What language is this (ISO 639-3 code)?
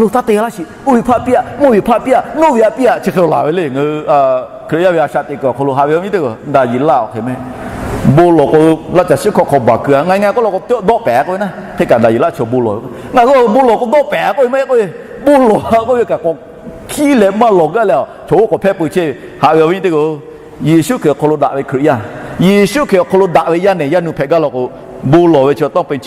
lhu